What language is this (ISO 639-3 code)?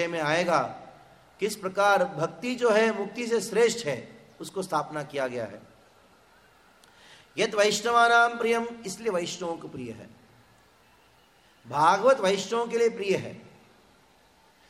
hin